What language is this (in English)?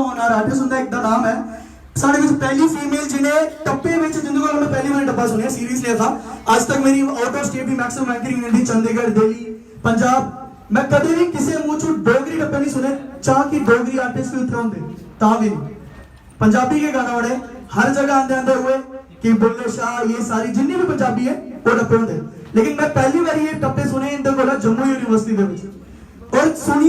Dogri